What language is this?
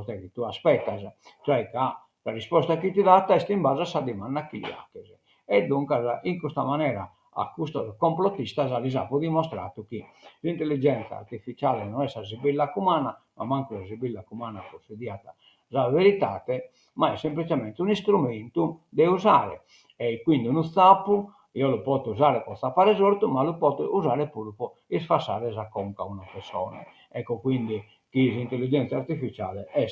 Sardinian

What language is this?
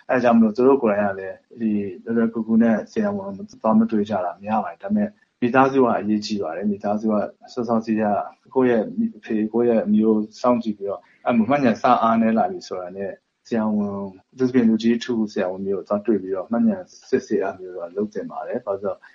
Burmese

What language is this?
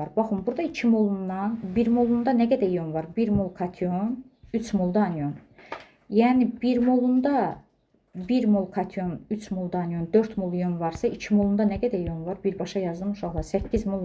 Azerbaijani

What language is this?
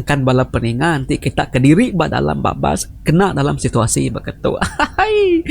Iban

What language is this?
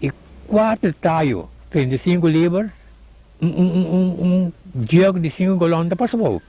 Papiamento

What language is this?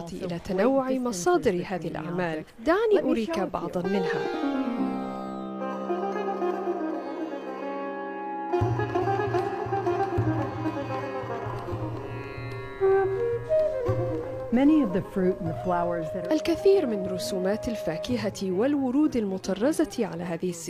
Arabic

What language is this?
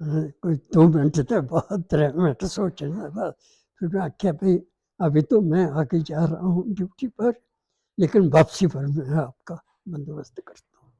Dogri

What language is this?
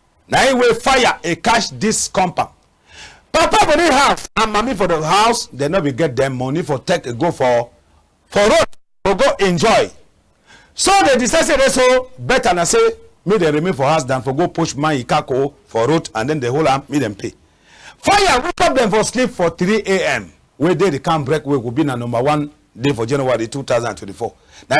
Cameroon Pidgin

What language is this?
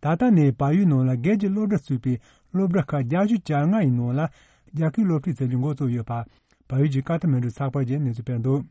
Tibetan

